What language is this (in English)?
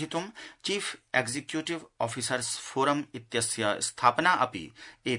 Sanskrit